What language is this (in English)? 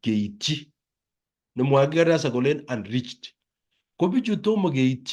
Kalenjin